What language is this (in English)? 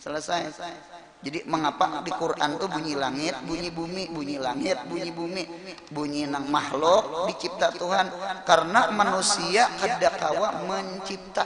Banjar